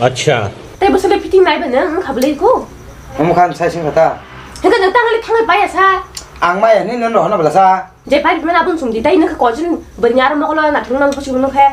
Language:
Kok Borok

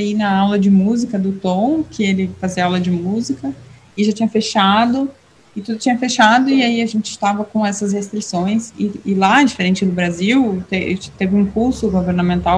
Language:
Portuguese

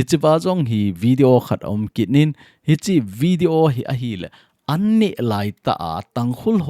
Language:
Thado Chin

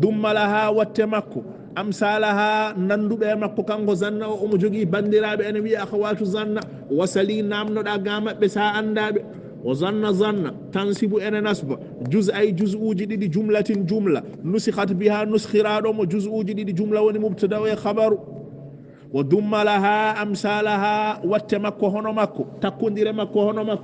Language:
Fula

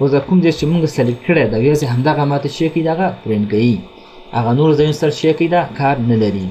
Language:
Pashto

